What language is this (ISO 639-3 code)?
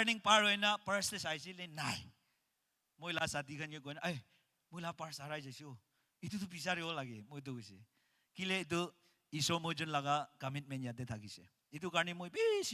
nag